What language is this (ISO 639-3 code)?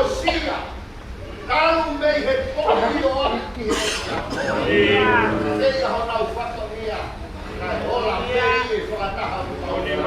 ton